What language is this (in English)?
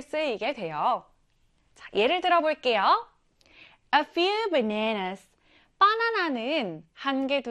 Korean